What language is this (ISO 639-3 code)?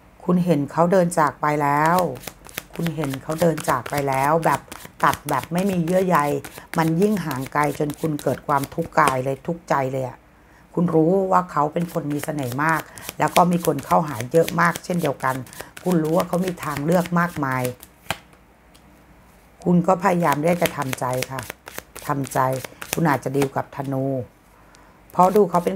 tha